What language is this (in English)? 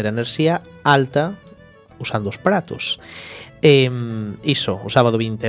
Galician